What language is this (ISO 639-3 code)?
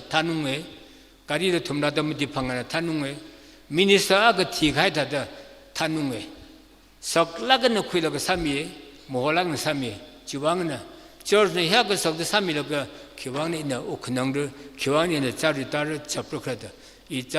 nmf